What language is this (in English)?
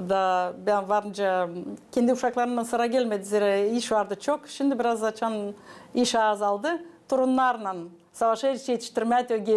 Gagauz